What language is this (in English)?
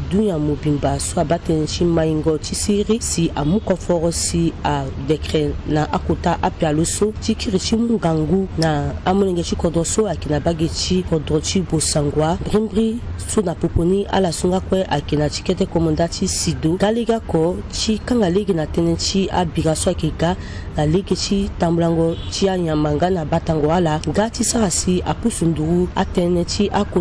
Sango